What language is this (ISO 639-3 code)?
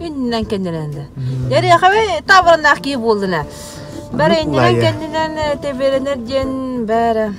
sah